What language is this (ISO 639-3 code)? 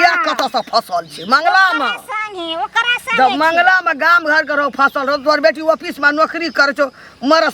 mai